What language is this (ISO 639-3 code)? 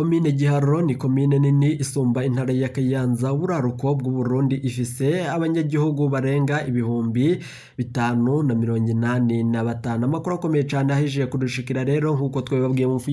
run